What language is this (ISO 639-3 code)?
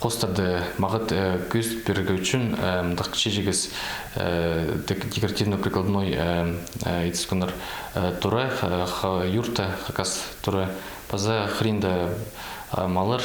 kjh